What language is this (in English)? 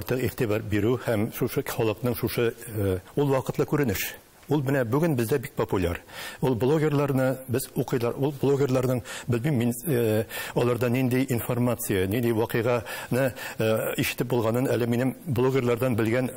Tatar